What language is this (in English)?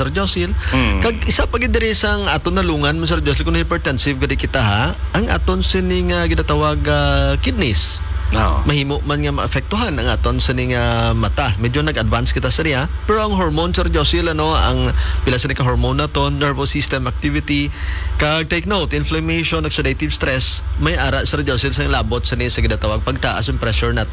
Hiligaynon